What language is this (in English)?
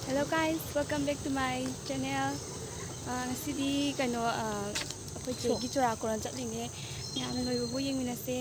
Manipuri